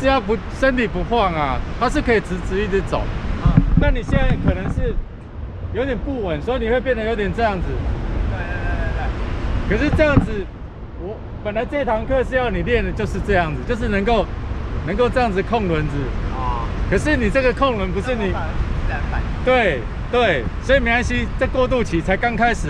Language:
Chinese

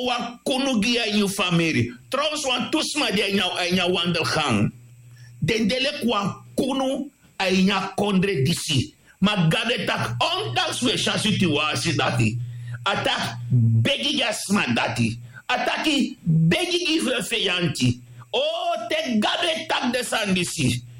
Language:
Sranan Tongo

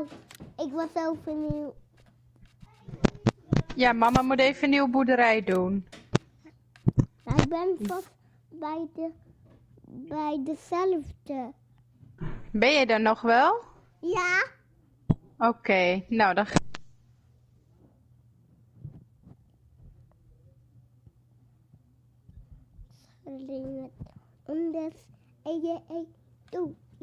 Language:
Dutch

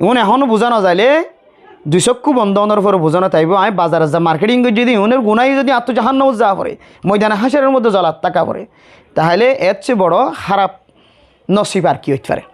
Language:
Rohingya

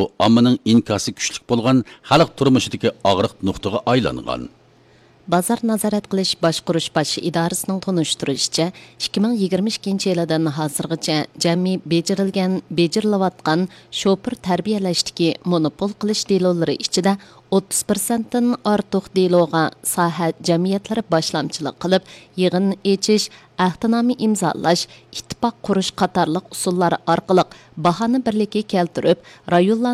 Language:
Uyghur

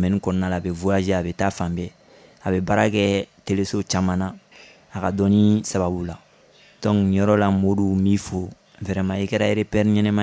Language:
Bambara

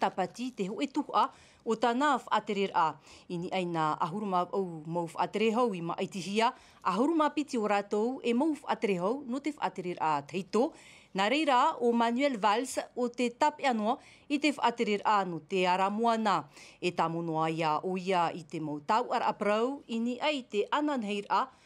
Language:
Tahitian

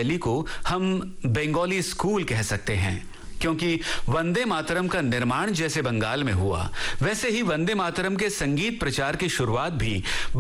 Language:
Hindi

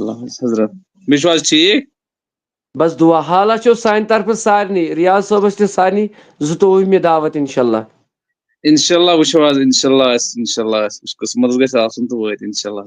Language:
Kashmiri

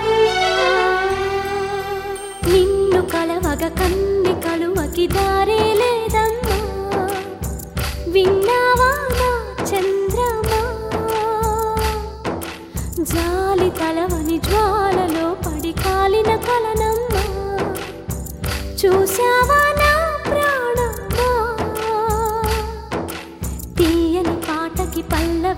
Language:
Telugu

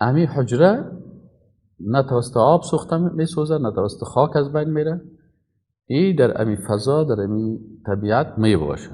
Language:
Persian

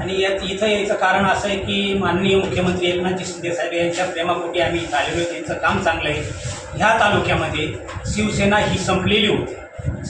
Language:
Marathi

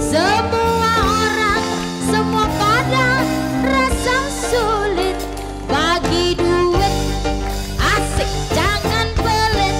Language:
Musi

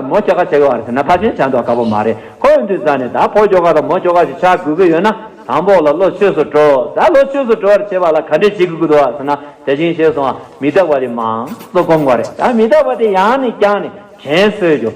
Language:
Tibetan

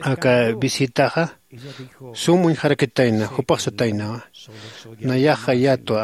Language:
Aymara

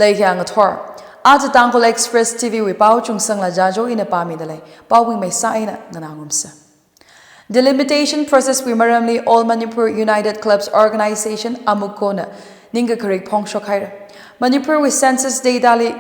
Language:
Tangkhul Naga (India)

